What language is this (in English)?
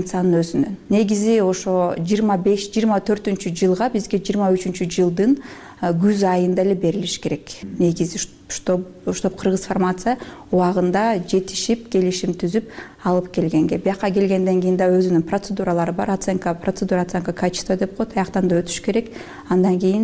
Kyrgyz